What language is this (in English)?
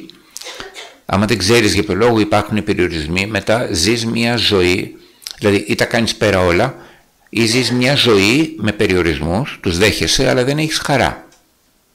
Greek